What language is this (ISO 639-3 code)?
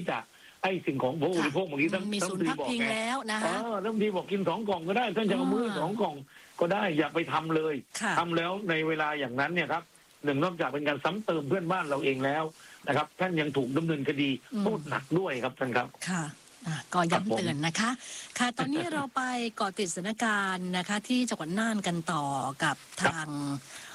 tha